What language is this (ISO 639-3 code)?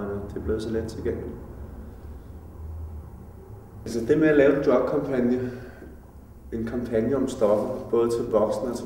dan